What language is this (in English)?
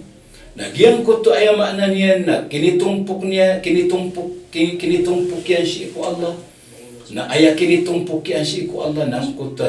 Maranao